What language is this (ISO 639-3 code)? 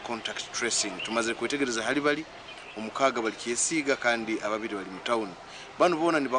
nyn